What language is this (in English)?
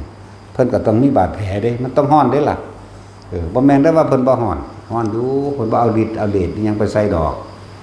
Northeastern Thai